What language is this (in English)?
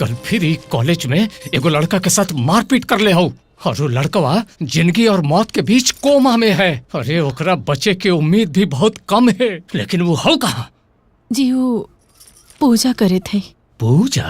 Magahi